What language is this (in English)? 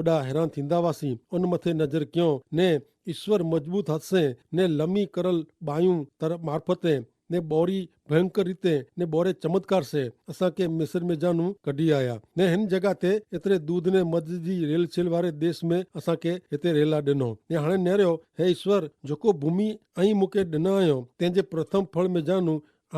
Kachhi